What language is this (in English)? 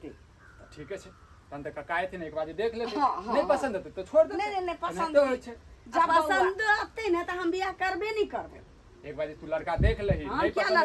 Maithili